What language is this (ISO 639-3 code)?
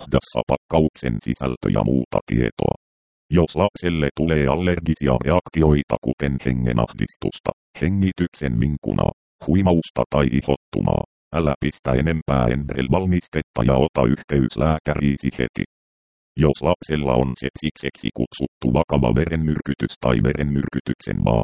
fin